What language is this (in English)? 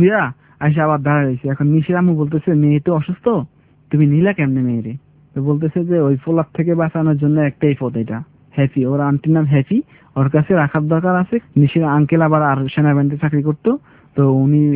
Bangla